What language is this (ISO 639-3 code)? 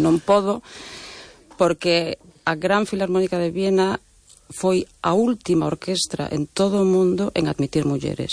glg